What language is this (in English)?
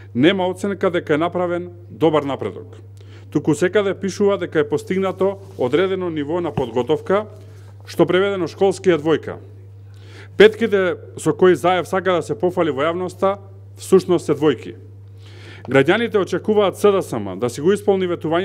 Macedonian